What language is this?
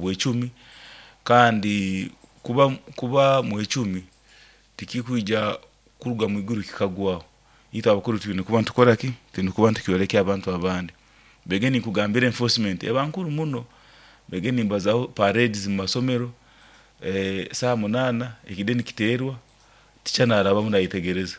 Nyoro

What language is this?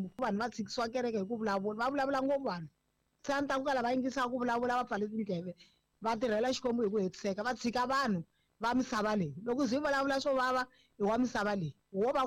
Tsonga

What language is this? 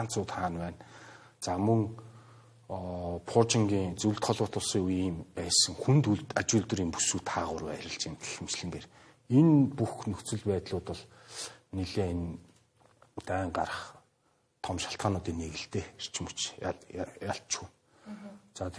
Mongolian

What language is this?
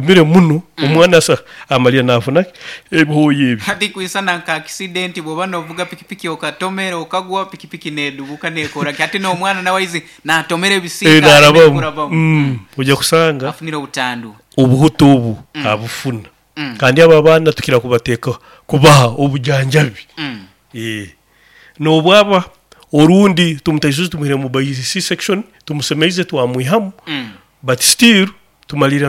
Nyoro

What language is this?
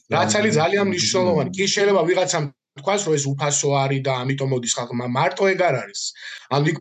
Georgian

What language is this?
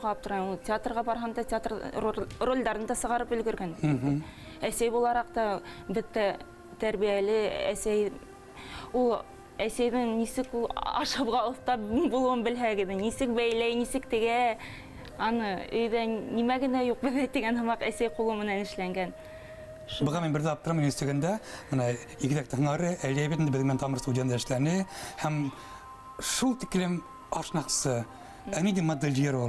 Bashkir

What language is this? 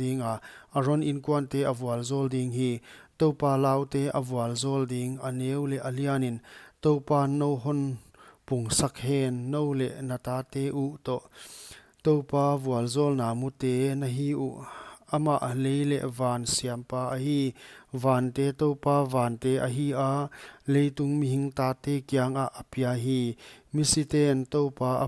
Paite Chin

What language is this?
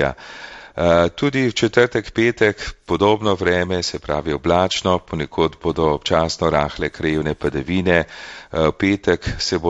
Slovenian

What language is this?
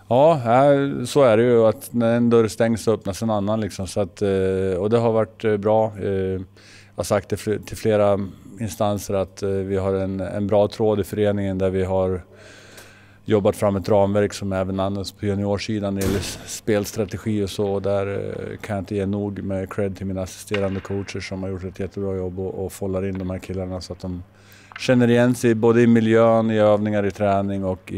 Swedish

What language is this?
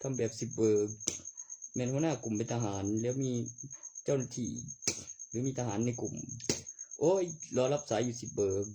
Northeastern Thai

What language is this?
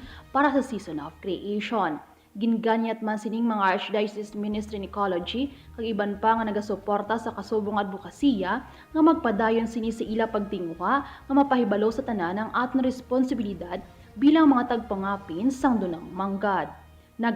Hiligaynon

